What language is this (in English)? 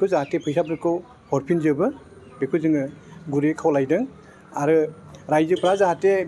Bodo